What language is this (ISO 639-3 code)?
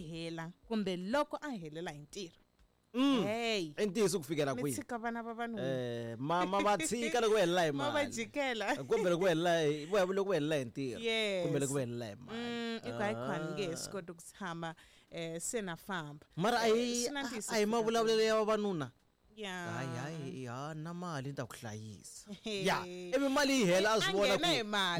tso